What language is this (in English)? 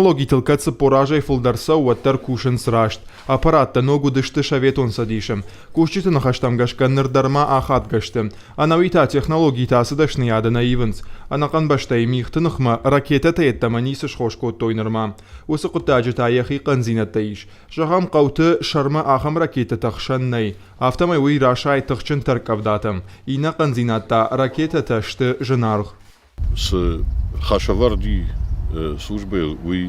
Ossetic